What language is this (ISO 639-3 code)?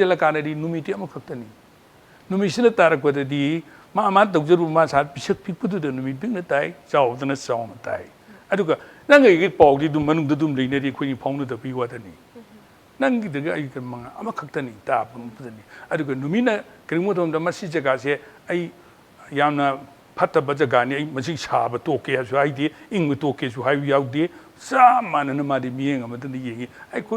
mni